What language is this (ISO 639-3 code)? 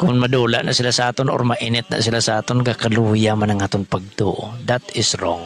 hil